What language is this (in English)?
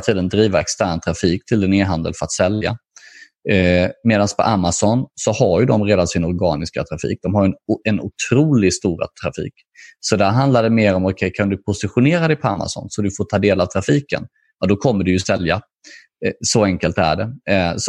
Swedish